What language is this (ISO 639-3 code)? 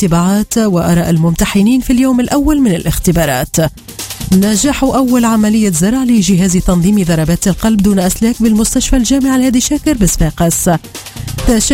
aeb